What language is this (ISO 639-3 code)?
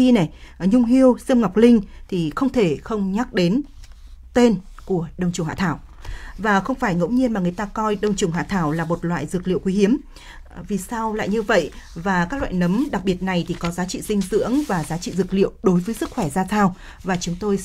vie